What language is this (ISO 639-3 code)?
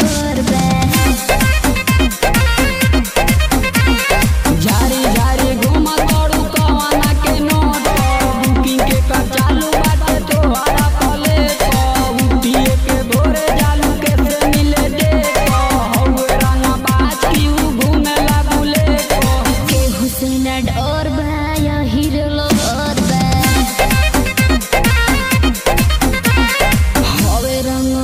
bho